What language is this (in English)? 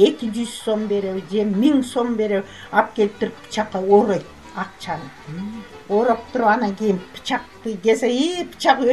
Kyrgyz